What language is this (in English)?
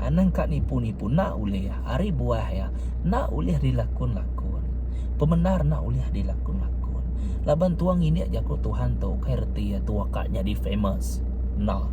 Iban